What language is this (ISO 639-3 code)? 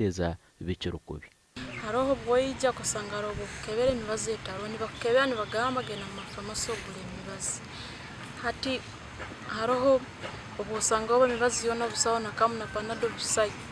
nyn